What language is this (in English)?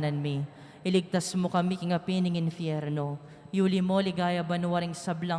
Pampanga